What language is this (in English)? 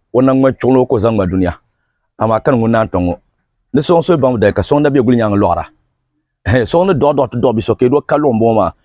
Dagbani